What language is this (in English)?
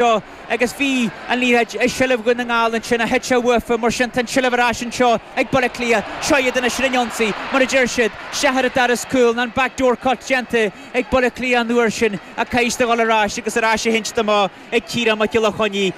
Irish